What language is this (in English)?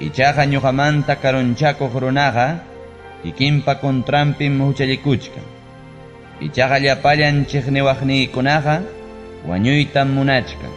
Ayacucho Quechua